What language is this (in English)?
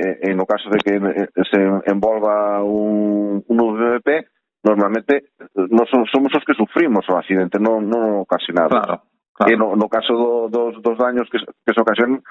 Galician